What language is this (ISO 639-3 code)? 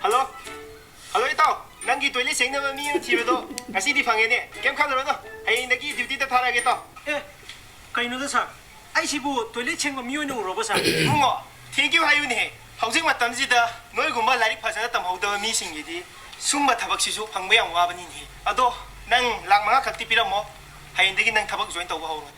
mni